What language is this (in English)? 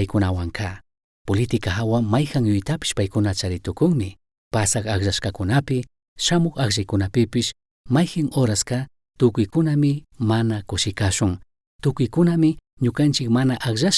Chimborazo Highland Quichua